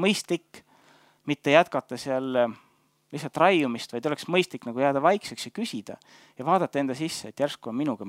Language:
Estonian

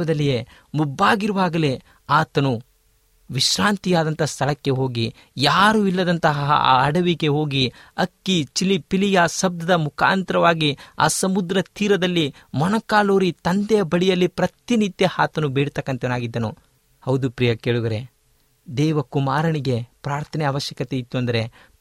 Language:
Kannada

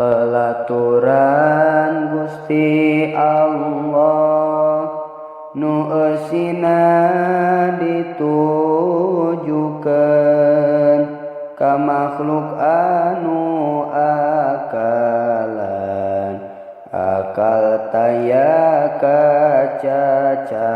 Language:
Sundanese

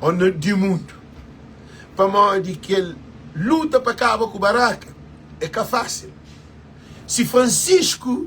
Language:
Kabuverdianu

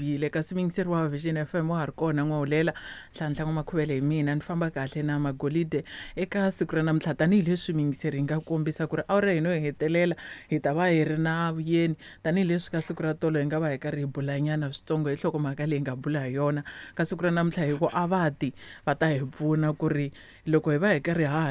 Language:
Tsonga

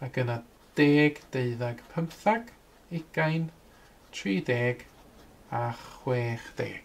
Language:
Welsh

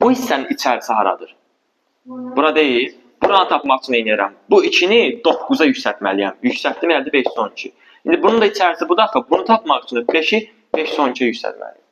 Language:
Azerbaijani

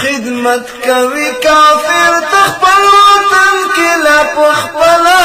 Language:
Pashto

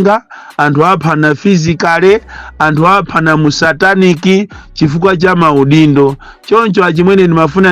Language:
Nyanja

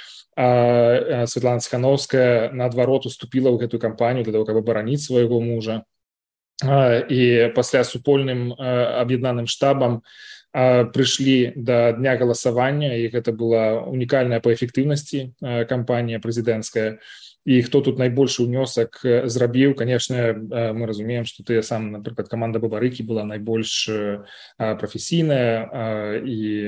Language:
Belarusian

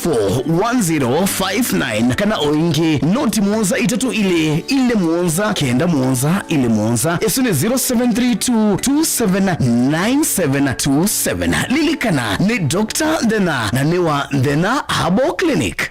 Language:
Kamba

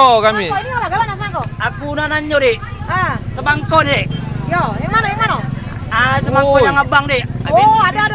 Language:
Musi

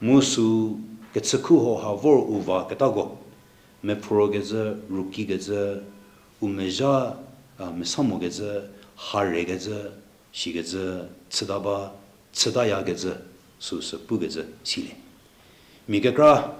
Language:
Angami Naga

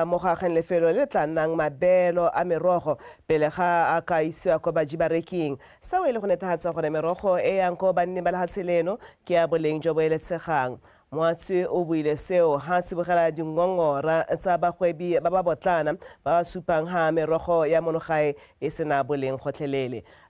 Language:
Tswana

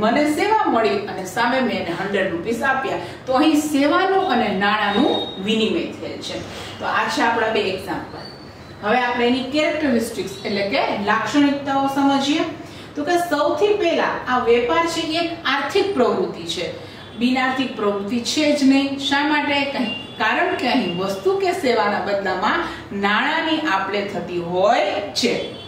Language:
Gujarati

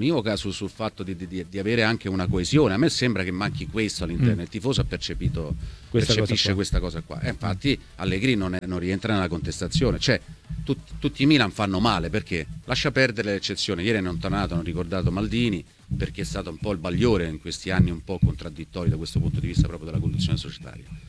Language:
Italian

